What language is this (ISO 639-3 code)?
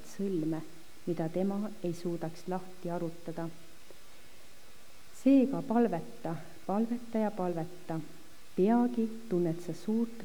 est